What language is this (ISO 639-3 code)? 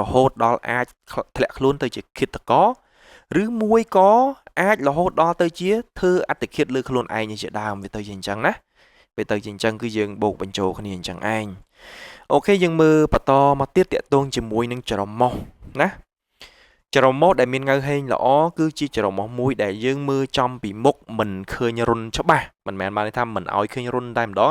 khm